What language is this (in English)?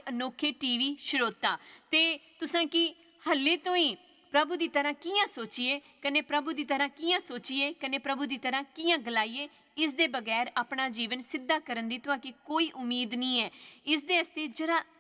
Dogri